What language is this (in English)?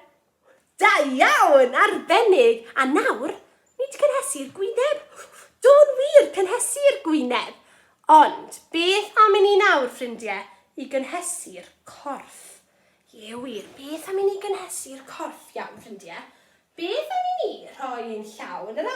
Welsh